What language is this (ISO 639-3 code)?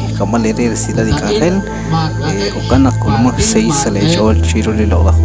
kek